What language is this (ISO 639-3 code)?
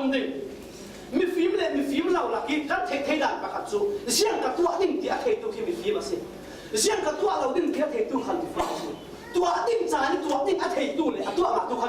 cfm